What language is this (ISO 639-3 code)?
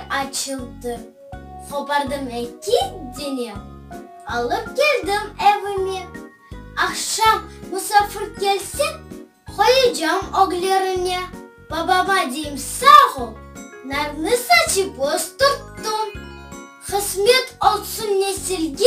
crh